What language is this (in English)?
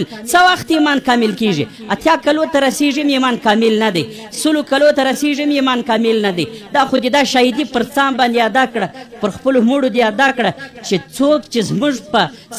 Pashto